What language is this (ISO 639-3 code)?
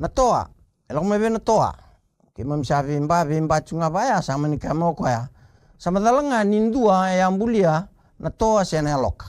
fij